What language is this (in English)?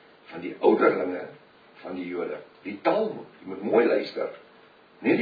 Afrikaans